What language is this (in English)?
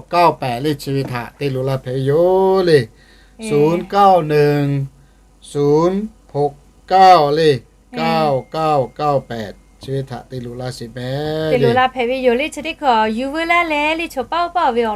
Lahu